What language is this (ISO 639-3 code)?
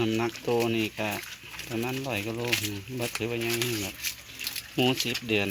tts